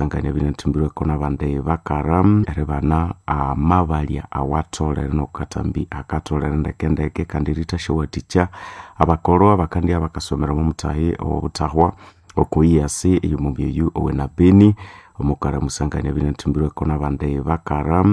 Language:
Nande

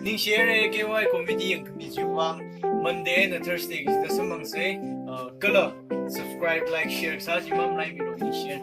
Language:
Tangkhul Naga (India)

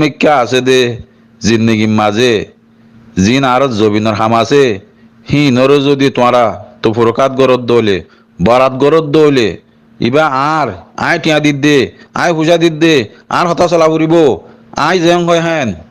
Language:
Rohingya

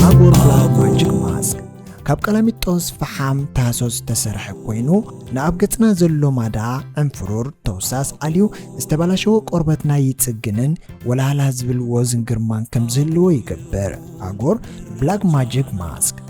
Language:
Tigrinya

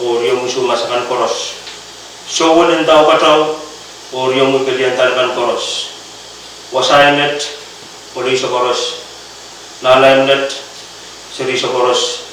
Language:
Pohnpeian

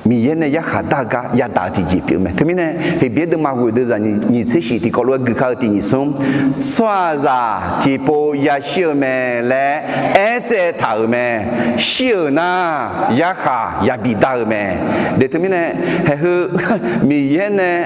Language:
Akha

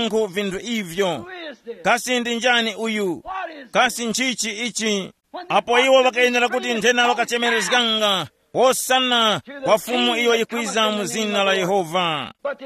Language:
Tumbuka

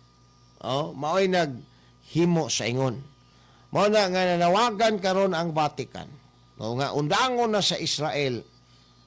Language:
Cebuano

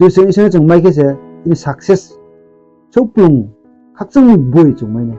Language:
Riang (India)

